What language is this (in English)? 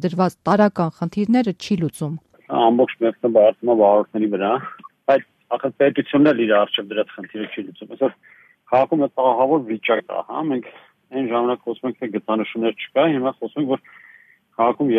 Armenian